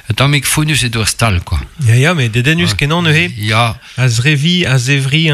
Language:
Breton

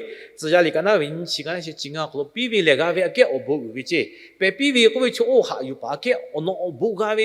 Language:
Lahu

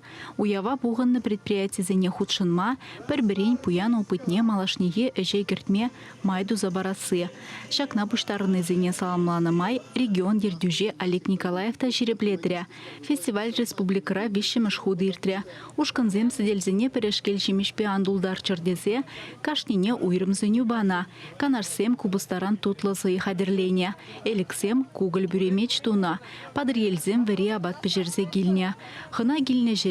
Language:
Chuvash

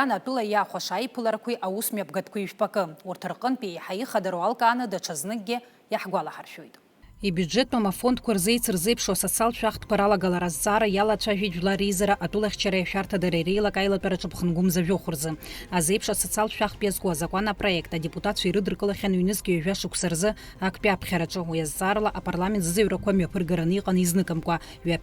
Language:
Abkhazian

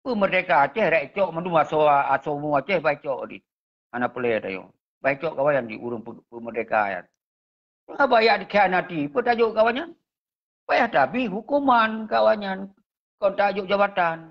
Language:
Achinese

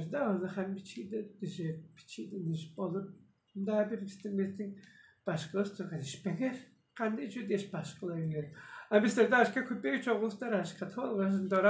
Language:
Tuvinian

